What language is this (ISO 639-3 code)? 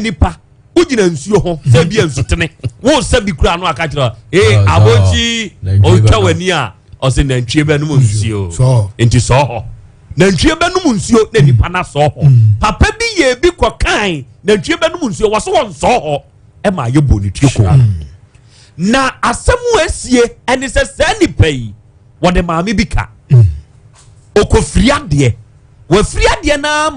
aka